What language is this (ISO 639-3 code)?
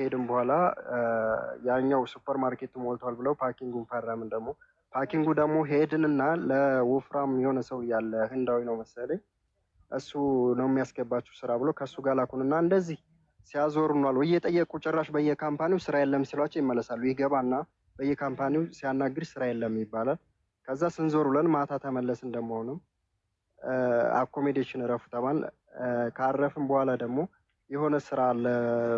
amh